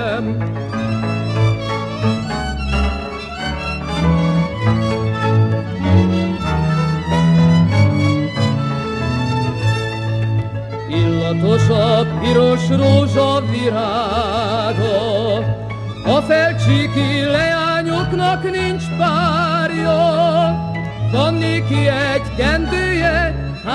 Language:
Hungarian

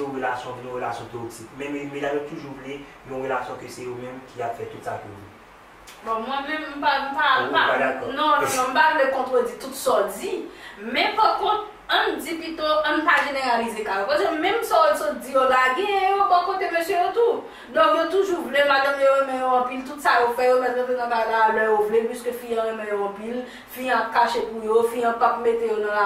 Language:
Haitian Creole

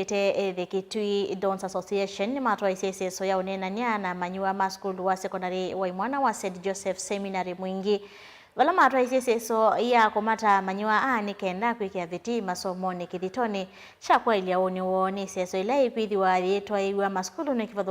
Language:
Kamba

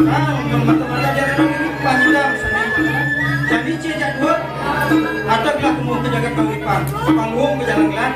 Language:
Balinese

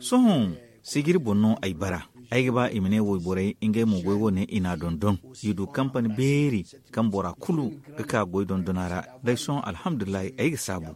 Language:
Zarma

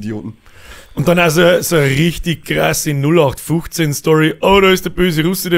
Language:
Bavarian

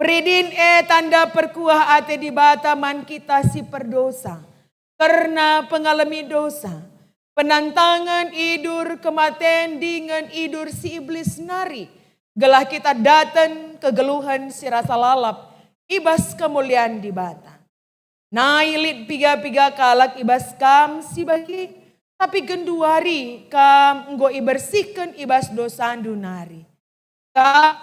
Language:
Batak Karo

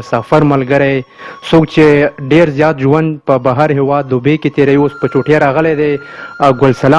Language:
Pashto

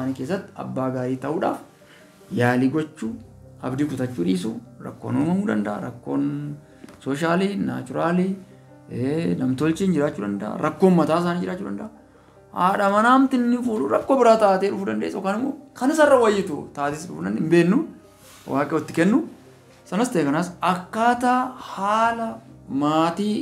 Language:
Oromo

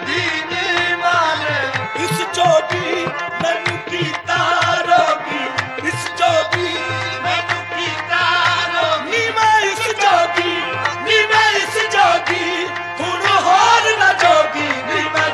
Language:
Punjabi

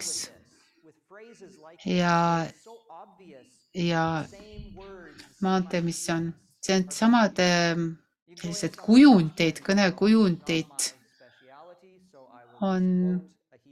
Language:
Estonian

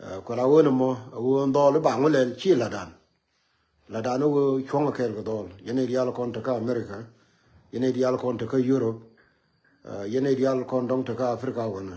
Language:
Nuer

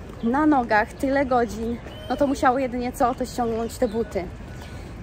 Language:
Polish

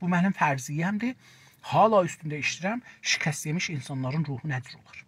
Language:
South Azerbaijani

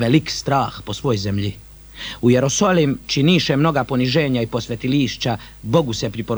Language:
Bosnian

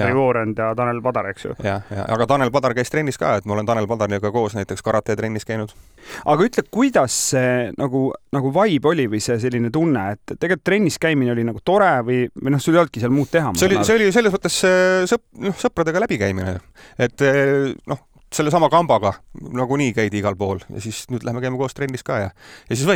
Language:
Estonian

